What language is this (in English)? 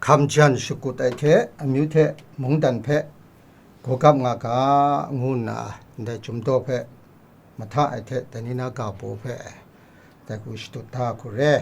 Kachin